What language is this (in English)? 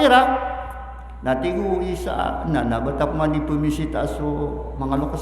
Maranao